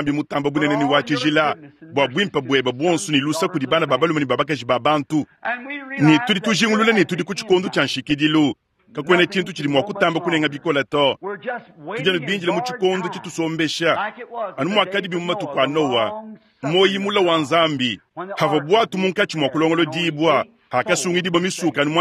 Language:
Luba-Lulua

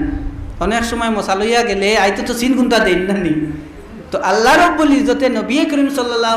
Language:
Sylheti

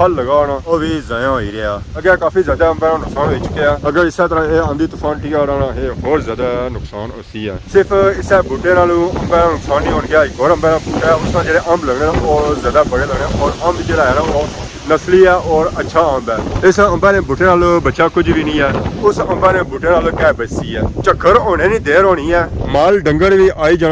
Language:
Pahari-Potwari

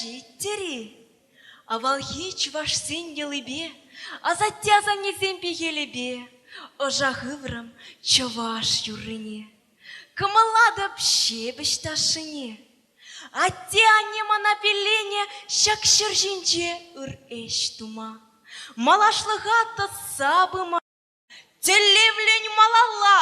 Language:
Chuvash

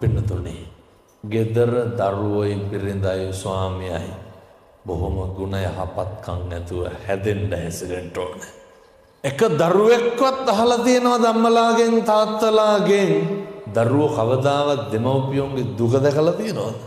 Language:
Sinhala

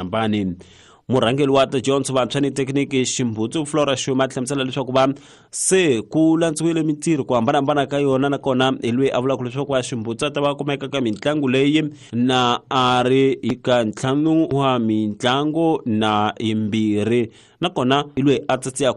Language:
Tsonga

